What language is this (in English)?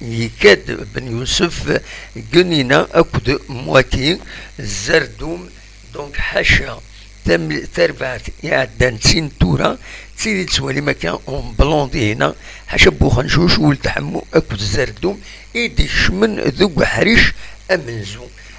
Kabyle